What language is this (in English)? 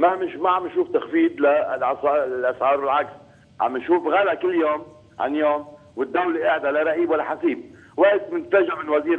North Levantine Arabic